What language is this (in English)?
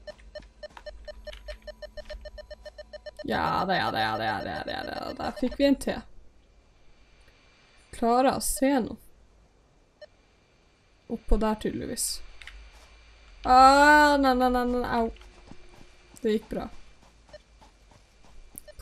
Norwegian